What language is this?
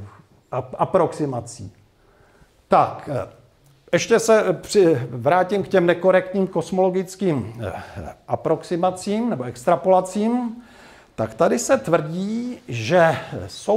Czech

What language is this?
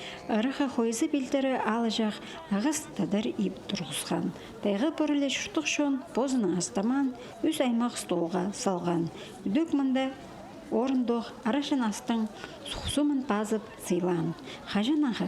Khakas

